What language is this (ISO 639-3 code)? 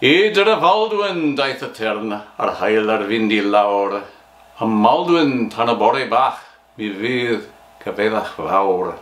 cym